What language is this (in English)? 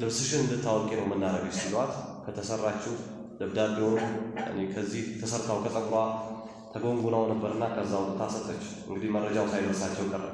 Amharic